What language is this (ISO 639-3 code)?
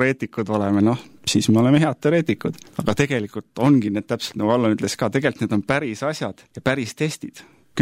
est